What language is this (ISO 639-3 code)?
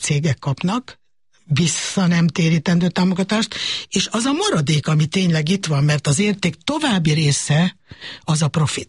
hun